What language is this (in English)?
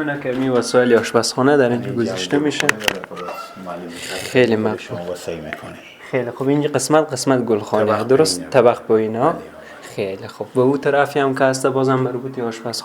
Persian